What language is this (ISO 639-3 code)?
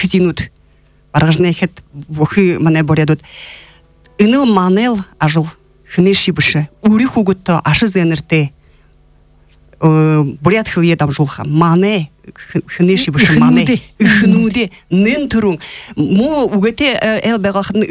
bua